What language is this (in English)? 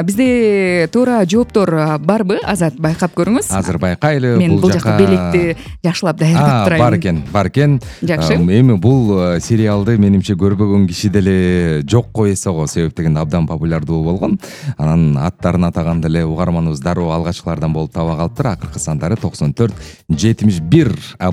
Kyrgyz